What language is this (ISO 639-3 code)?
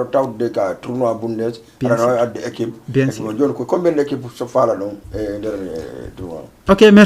ful